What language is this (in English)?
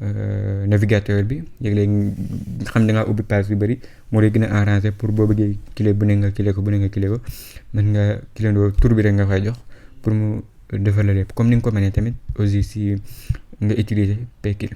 Wolof